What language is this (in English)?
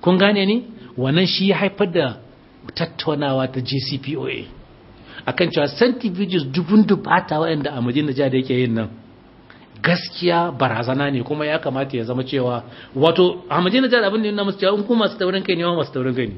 Hausa